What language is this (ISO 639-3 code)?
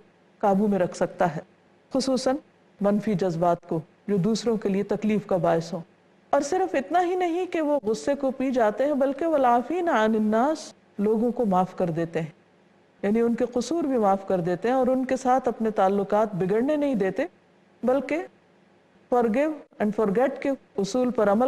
urd